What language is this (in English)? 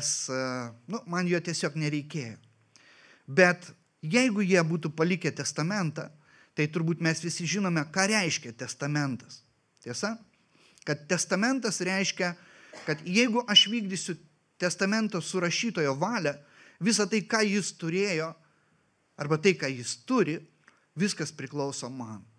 Lithuanian